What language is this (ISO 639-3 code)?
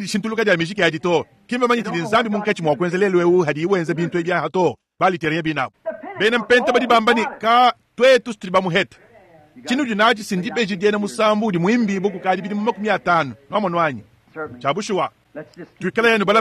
lua